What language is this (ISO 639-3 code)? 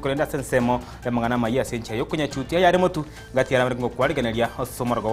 guz